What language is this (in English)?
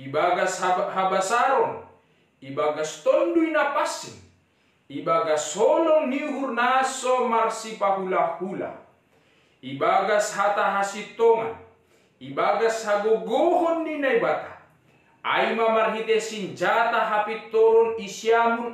Batak Simalungun